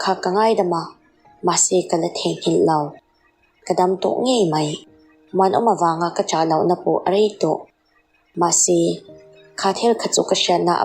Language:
Mizo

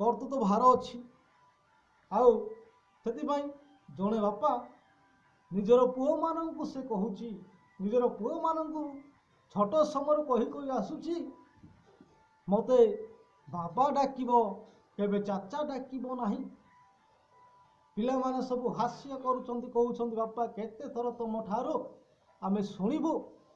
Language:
Odia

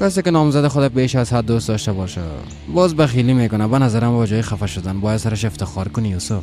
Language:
Persian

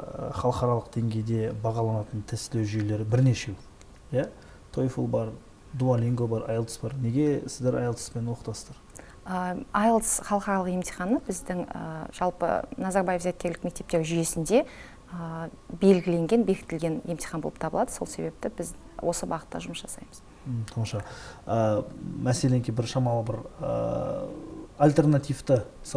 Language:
Kazakh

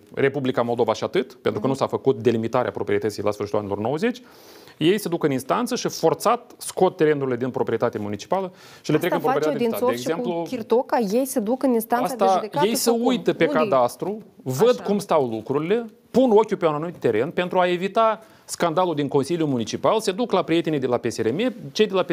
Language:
Romanian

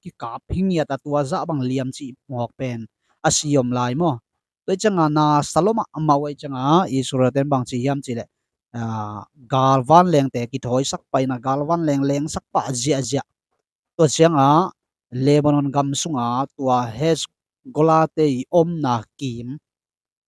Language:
Tedim Chin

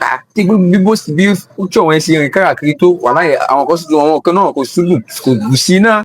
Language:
Yoruba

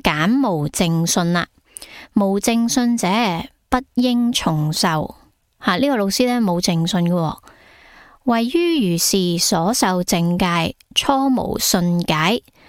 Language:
Cantonese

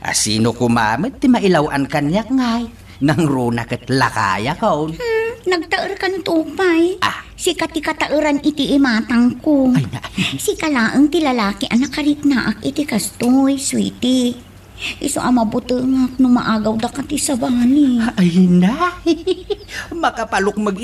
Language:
Iloko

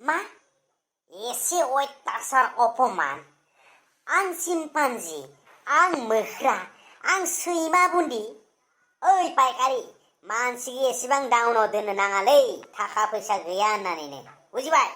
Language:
Bodo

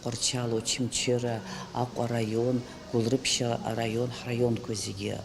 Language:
Abkhazian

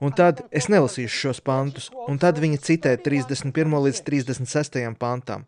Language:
Latvian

